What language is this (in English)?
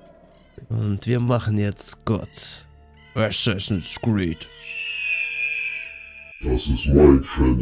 German